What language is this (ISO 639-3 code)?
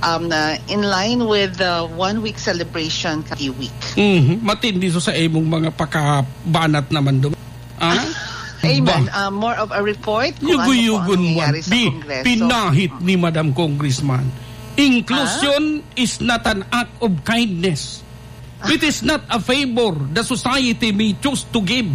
bik